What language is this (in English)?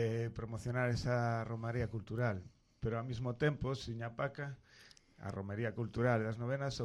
Galician